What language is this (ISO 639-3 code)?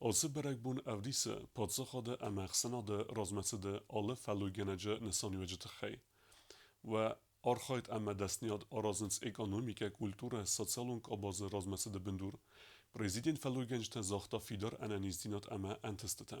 oss